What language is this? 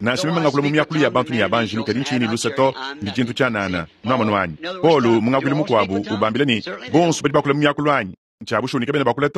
Luba-Lulua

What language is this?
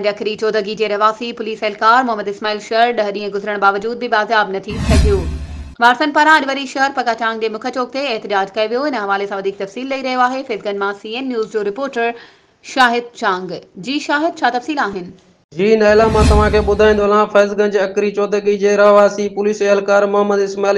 Sindhi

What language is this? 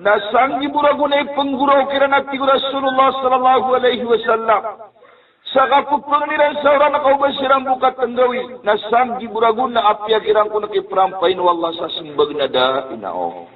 Maranao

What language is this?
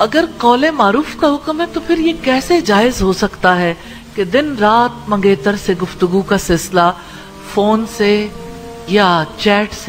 Urdu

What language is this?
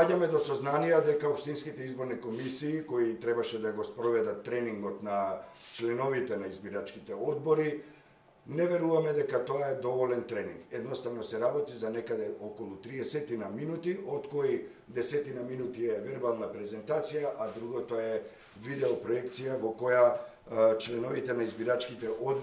Macedonian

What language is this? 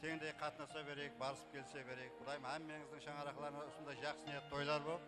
Kara-Kalpak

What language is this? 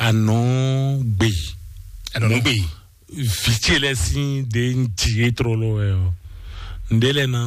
Fon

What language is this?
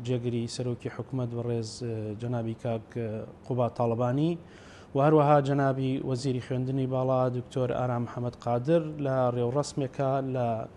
Central Kurdish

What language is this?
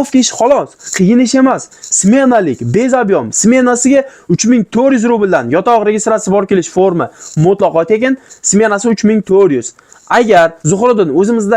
Uzbek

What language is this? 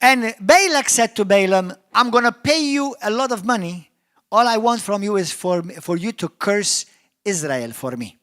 English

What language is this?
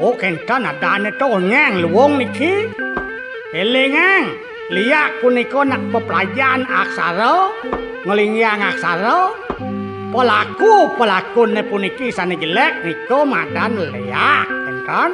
Balinese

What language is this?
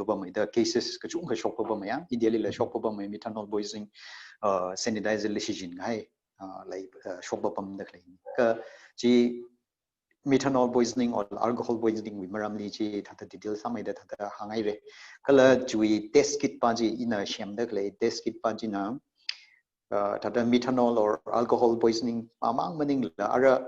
Tangkhul Naga (India)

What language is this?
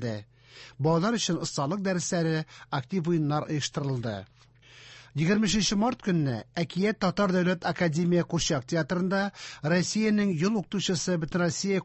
Tatar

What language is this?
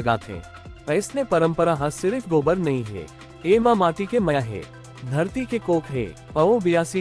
Chhattisgarhi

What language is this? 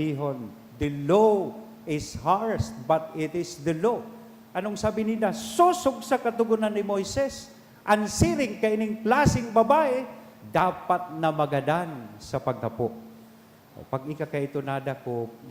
Bikol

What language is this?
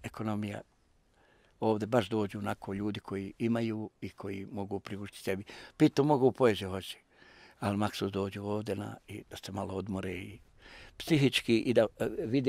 Bosnian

